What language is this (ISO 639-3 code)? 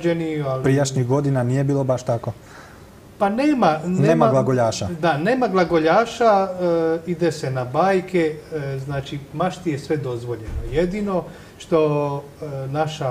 hrv